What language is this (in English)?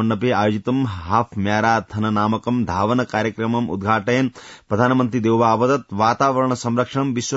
Sanskrit